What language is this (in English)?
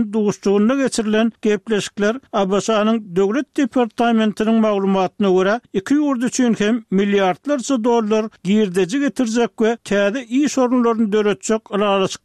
Turkmen